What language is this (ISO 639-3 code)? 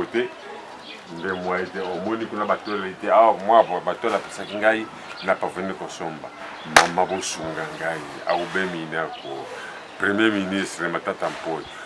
lin